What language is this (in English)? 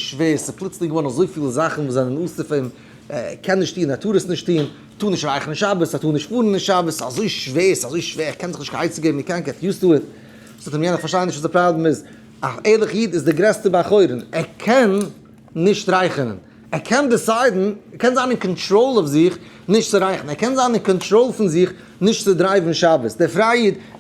Yiddish